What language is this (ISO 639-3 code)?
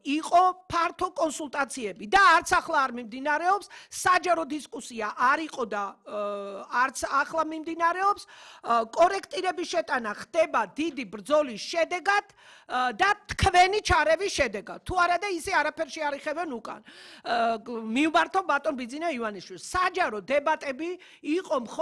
kat